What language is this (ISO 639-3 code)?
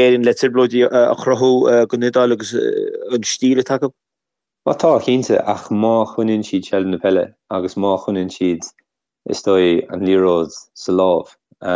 gle